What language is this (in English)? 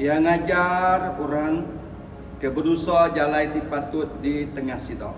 Iban